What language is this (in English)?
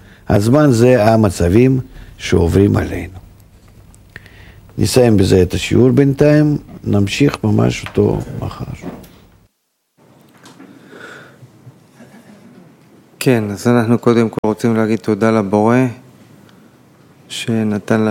Hebrew